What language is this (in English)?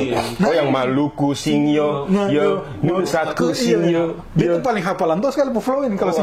Ambonese Malay